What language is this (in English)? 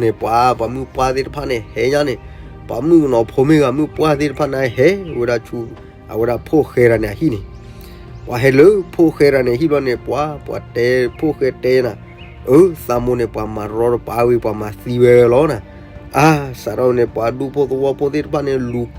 S'gaw Karen